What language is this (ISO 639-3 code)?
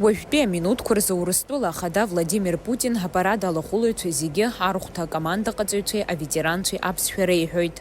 abk